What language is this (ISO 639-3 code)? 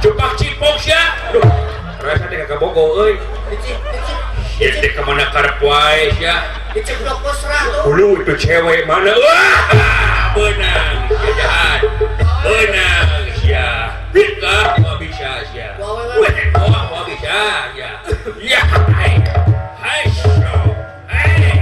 sun